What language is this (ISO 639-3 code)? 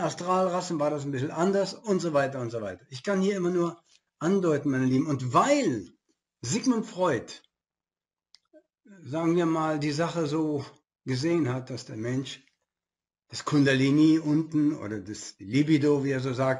deu